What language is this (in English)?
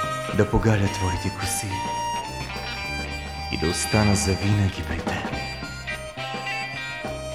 Bulgarian